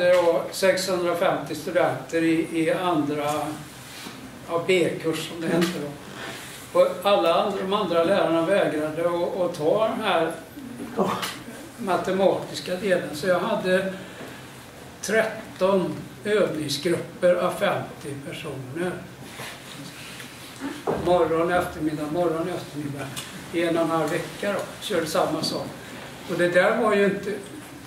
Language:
Swedish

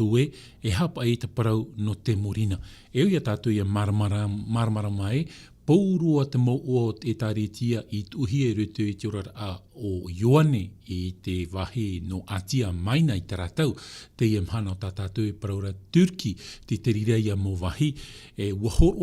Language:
Tahitian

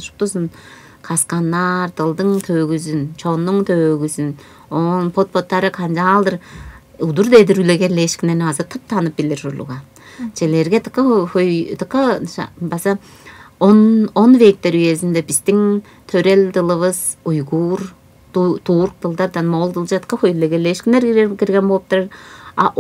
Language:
Tuvinian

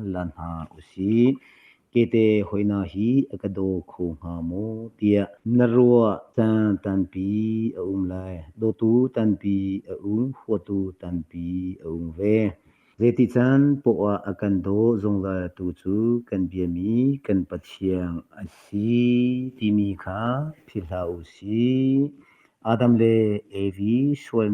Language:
Hakha Chin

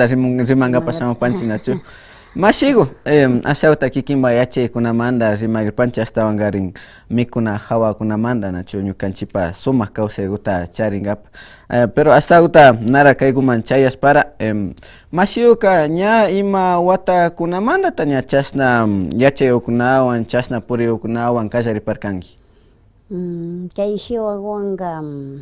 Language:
Imbabura Highland Quichua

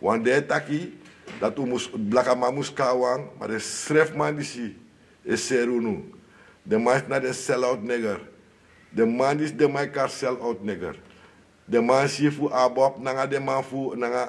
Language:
Sranan Tongo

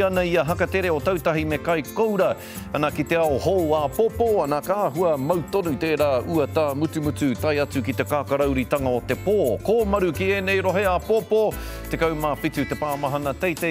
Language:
Māori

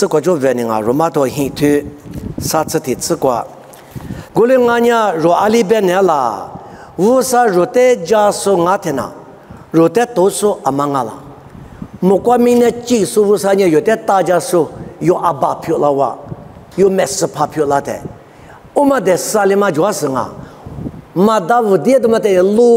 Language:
Lisu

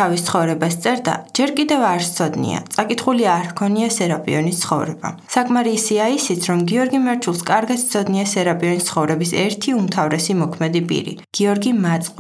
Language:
Georgian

